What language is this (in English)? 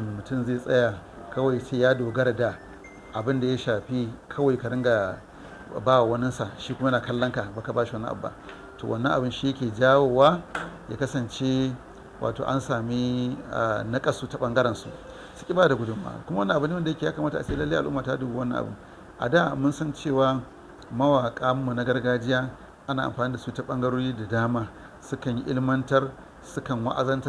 Hausa